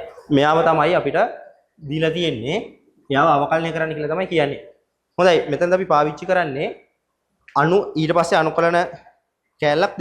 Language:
Sinhala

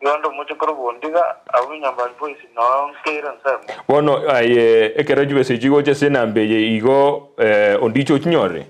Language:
Gusii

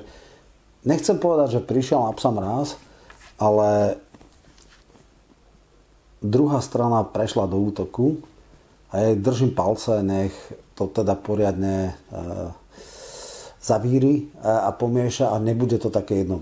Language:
Slovak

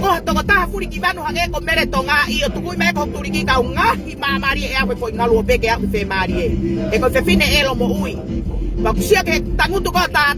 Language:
Tongan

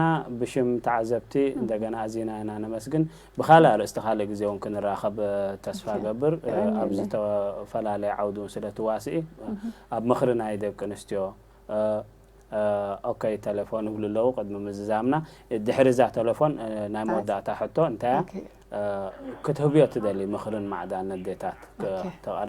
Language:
Tigrinya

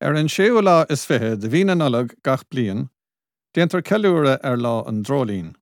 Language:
Irish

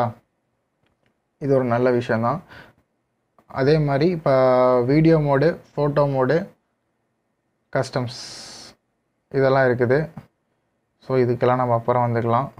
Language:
Tamil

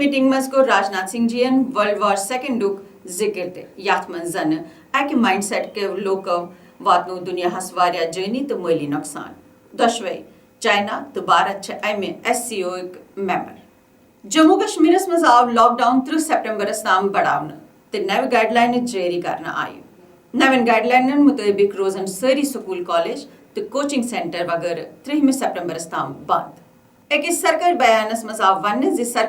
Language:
Kashmiri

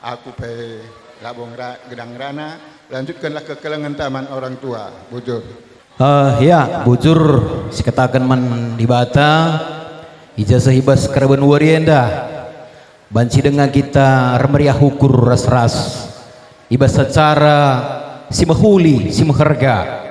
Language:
Batak Karo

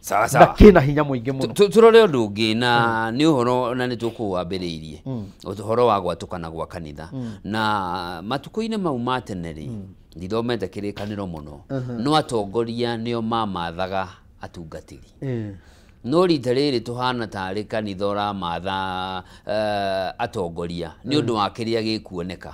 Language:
Kikuyu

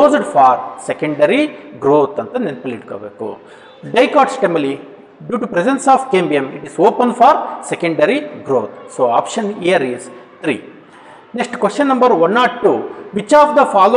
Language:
Kannada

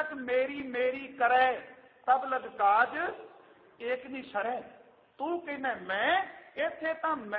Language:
Punjabi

